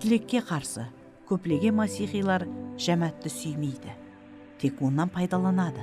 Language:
Kara-Kalpak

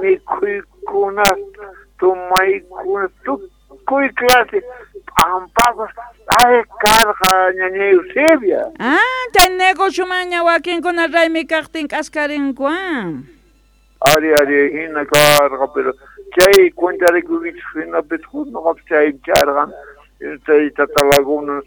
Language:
South Bolivian Quechua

